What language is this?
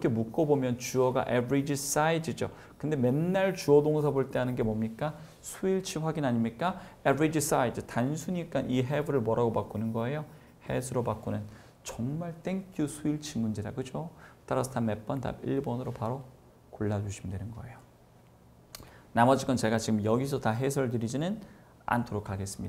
Korean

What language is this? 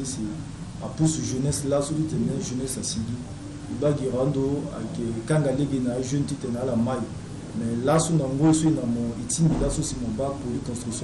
Sango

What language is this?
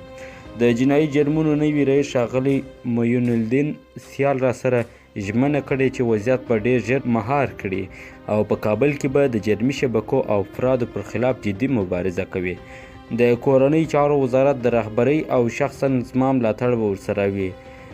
Pashto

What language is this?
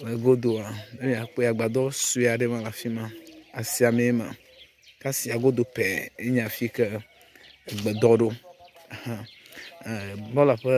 Ewe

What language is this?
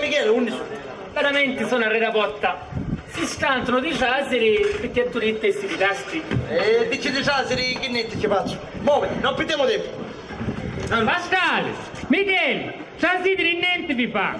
Sicilian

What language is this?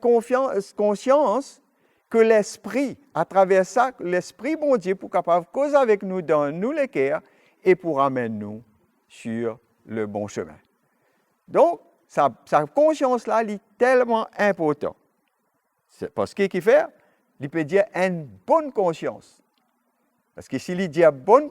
Morisyen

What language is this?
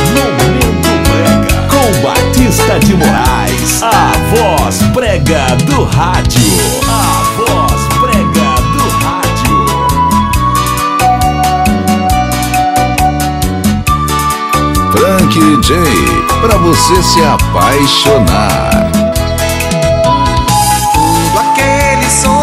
Portuguese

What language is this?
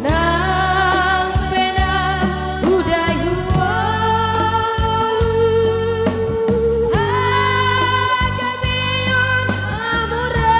Batak Toba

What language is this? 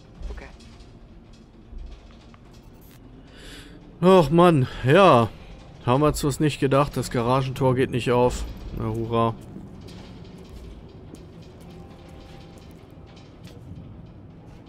German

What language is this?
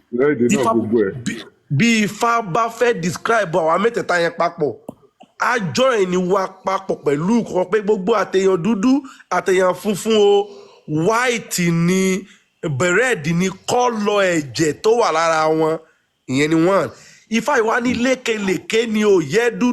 Yoruba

